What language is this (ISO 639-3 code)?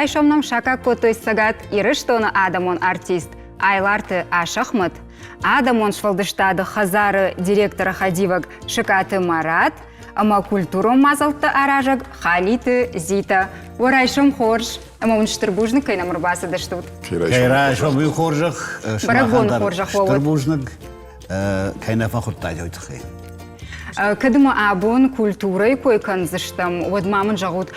oss